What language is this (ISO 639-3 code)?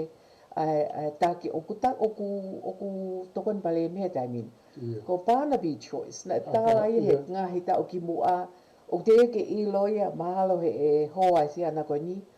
ton